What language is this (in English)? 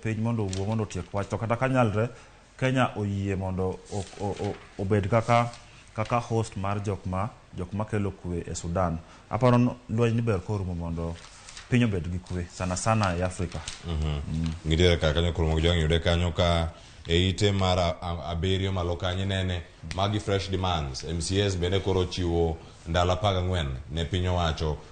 Luo (Kenya and Tanzania)